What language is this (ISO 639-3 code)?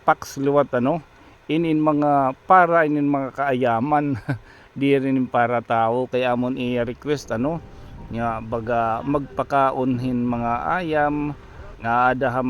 war